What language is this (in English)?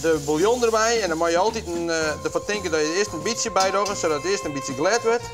Western Frisian